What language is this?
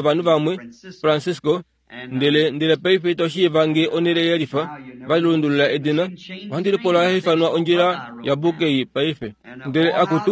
Kuanyama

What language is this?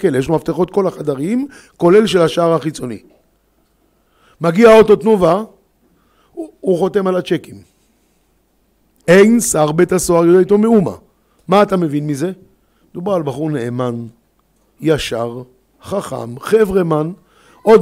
Hebrew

